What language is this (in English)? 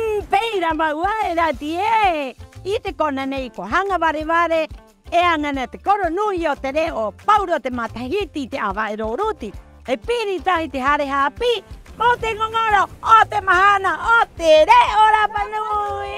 Rapanui